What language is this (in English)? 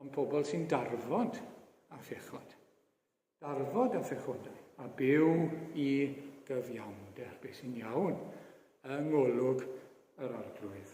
Welsh